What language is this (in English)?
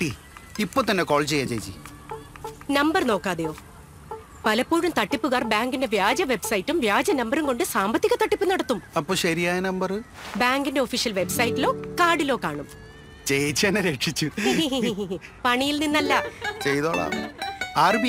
Malayalam